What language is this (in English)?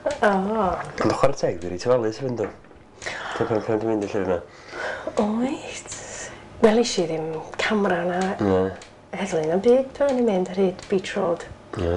Welsh